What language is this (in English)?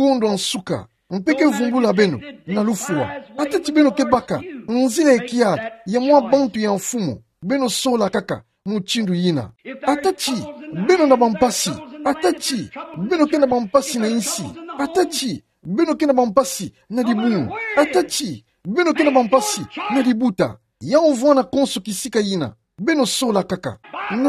Kituba (Democratic Republic of Congo)